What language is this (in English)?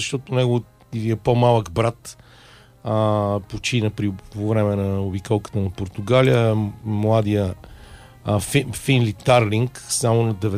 Bulgarian